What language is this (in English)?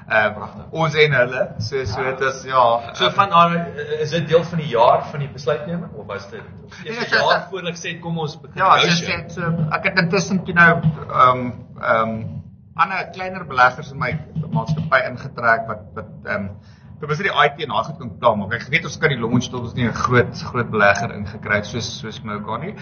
Afrikaans